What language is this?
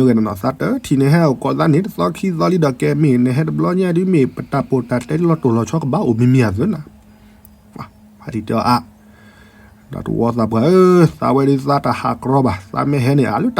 S'gaw Karen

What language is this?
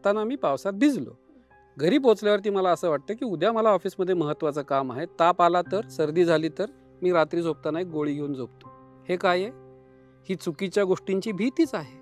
Marathi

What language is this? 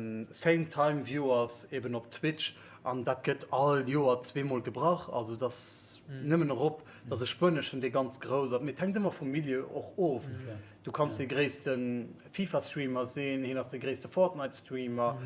Luxembourgish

